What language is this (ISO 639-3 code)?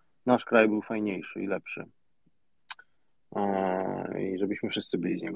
pol